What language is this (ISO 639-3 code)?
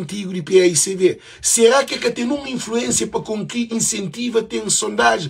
kea